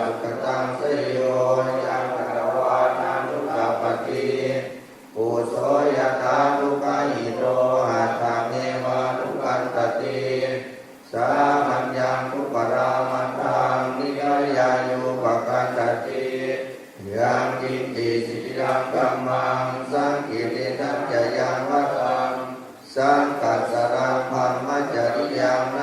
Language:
Pali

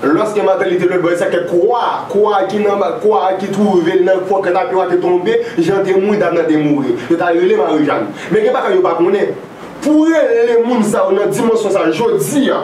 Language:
Haitian Creole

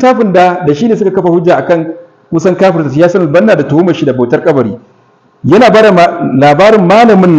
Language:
Hausa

